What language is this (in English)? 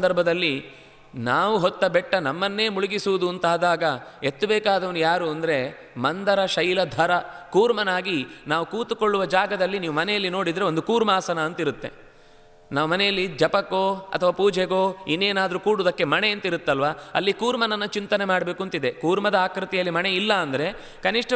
Kannada